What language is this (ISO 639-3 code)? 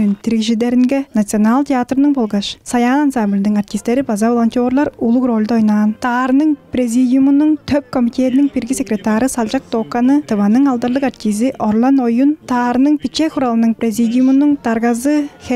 tyv